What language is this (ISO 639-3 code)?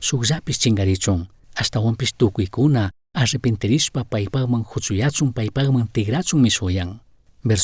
qug